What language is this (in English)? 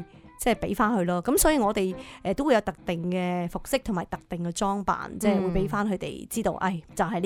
Cantonese